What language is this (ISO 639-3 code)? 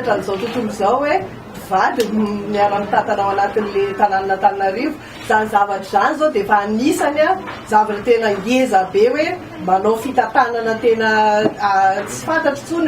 mlg